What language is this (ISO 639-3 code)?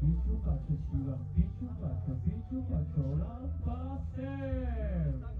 oci